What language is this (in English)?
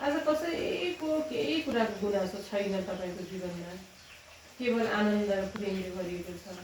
Nepali